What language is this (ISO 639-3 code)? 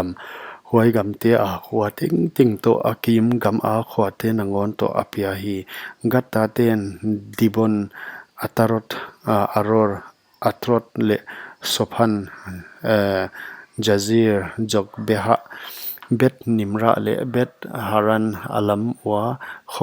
pck